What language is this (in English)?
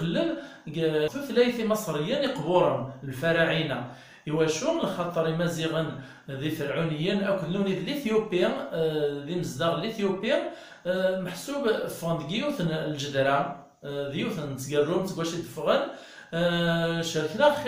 Kabyle